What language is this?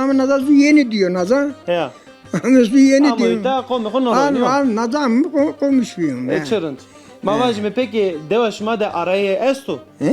Zaza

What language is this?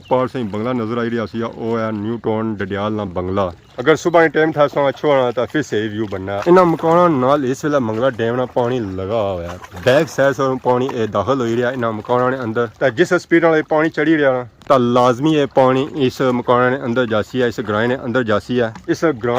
Pahari-Potwari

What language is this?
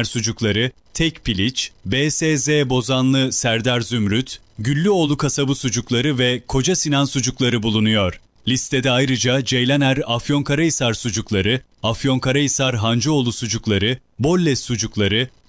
Turkish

